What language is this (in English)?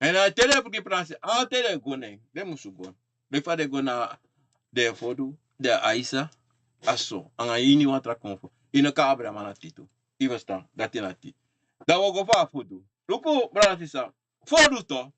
Sranan Tongo